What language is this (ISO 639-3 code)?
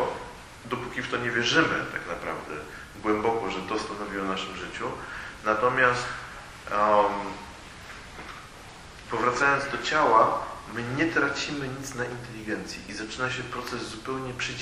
pol